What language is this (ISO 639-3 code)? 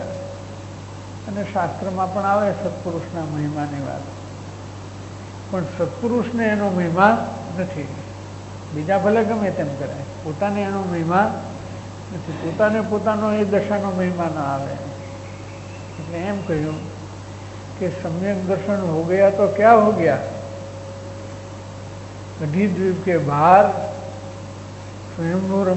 guj